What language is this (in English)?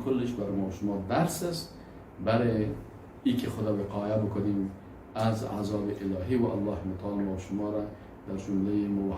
Persian